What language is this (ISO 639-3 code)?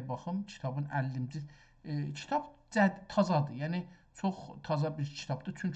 azb